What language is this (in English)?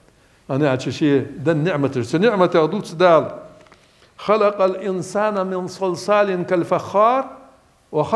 Ingush